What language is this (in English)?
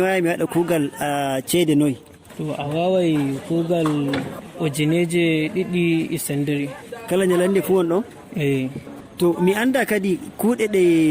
Fula